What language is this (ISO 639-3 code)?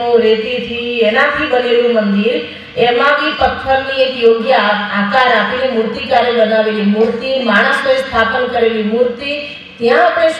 guj